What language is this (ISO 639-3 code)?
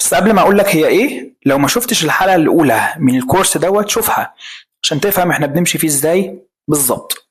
arz